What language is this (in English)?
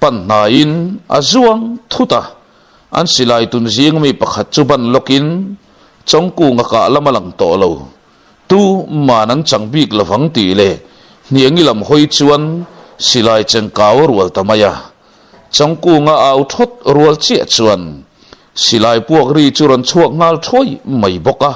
Mizo